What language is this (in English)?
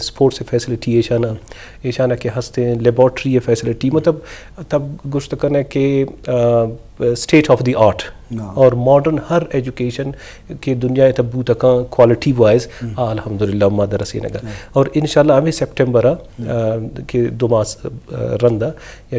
Eastern Balochi